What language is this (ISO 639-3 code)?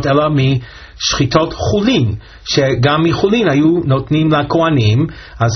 heb